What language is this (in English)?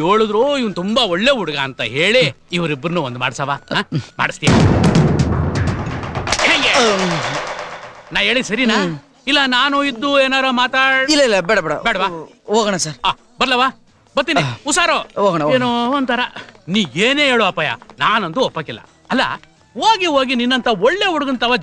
Kannada